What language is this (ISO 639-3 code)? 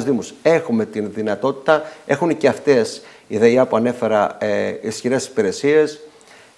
ell